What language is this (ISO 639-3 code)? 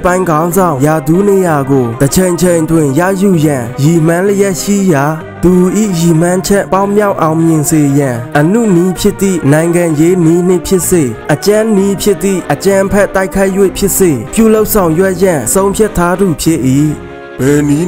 mya